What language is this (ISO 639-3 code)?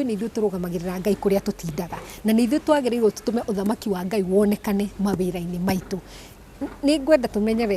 kik